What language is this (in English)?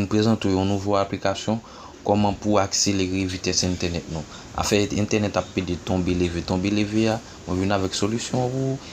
Haitian Creole